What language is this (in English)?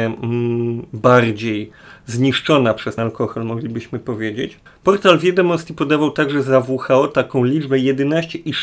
Polish